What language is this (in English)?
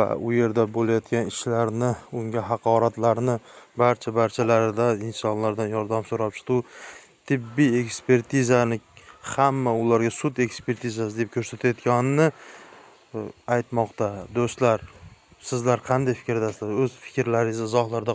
Uzbek